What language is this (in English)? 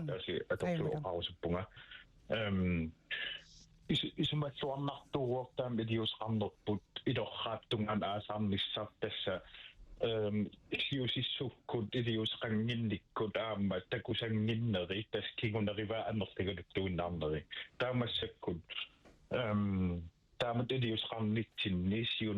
Kalaallisut